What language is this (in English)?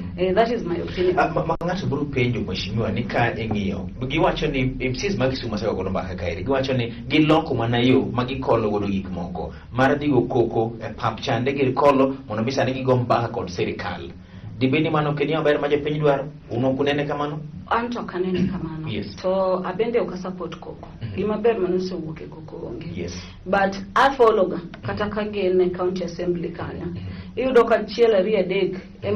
Luo (Kenya and Tanzania)